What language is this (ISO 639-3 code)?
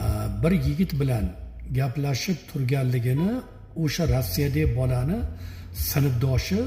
uzb